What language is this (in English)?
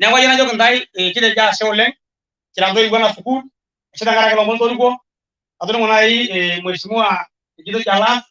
Masai